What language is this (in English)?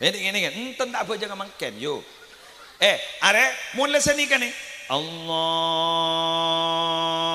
Madurese